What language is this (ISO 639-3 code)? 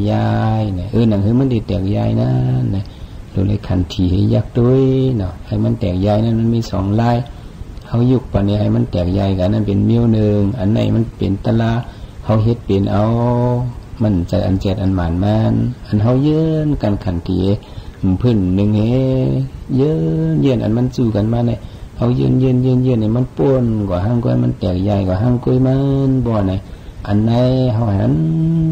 shn